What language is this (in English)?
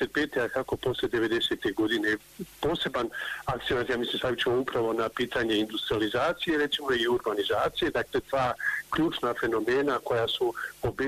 Bosnian